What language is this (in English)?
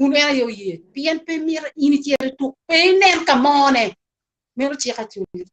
Acoli